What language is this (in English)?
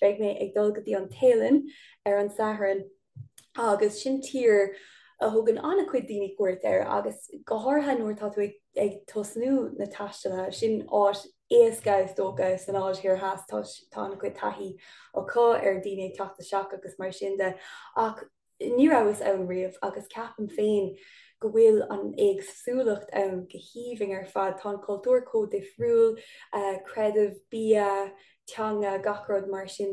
Irish